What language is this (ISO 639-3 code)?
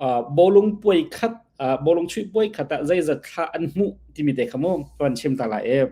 cnh